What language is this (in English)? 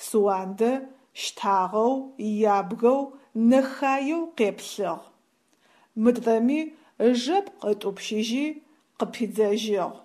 Adyghe